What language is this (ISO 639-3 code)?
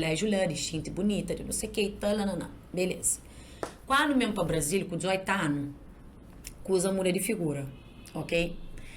kea